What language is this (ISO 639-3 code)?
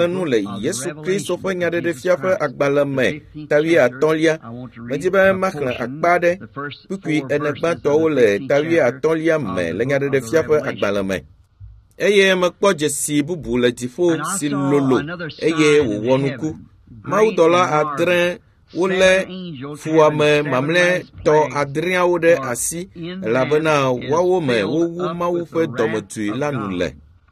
ewe